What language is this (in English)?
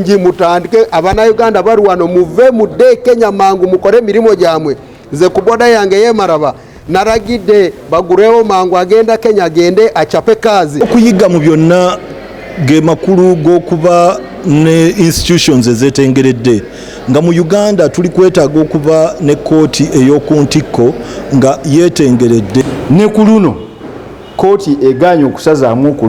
Ganda